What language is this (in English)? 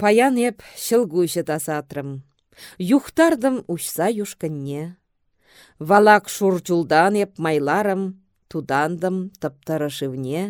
Chuvash